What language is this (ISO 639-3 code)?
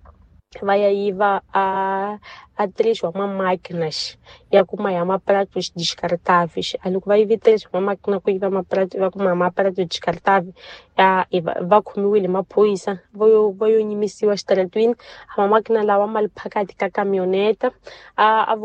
tso